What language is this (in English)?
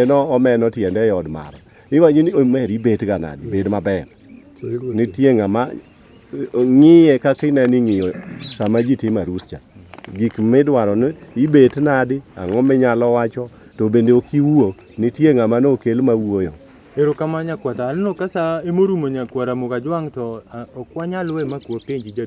Luo (Kenya and Tanzania)